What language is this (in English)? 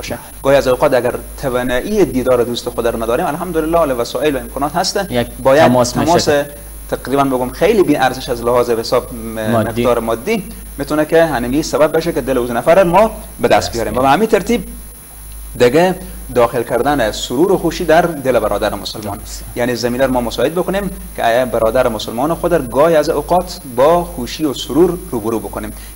Persian